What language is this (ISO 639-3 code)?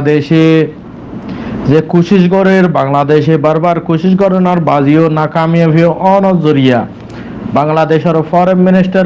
rhg